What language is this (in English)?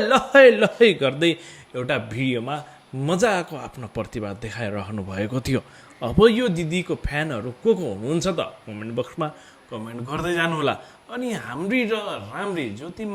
Nepali